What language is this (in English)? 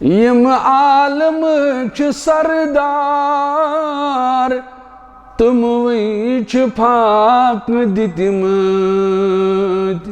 Kashmiri